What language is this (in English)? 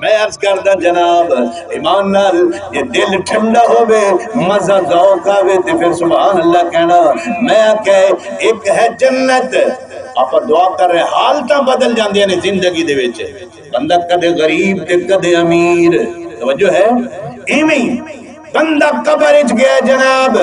Saraiki